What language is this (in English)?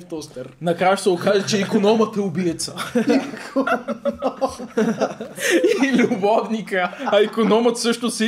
Bulgarian